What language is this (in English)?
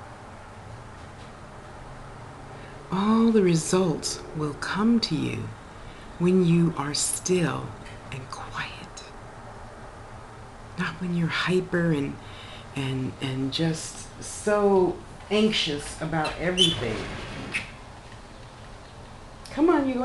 English